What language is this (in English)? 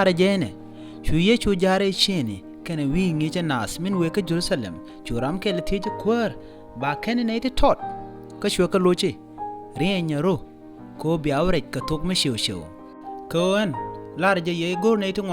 Nuer